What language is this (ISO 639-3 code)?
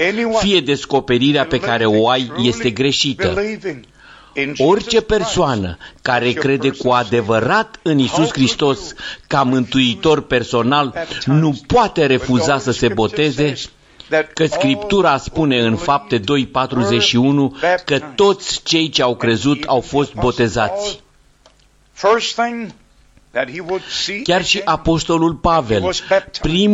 ron